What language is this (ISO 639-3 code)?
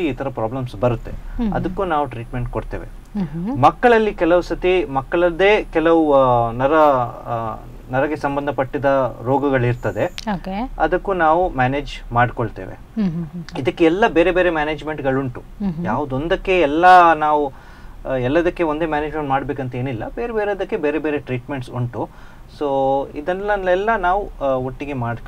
kan